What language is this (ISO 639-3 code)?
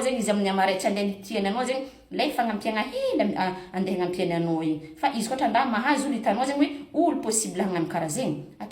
mlg